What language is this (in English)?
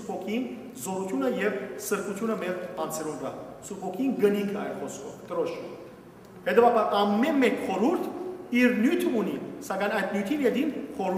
Western Armenian